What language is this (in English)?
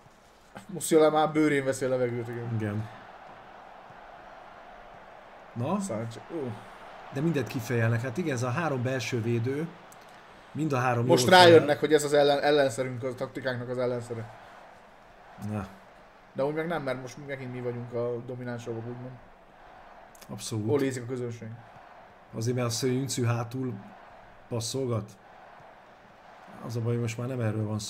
Hungarian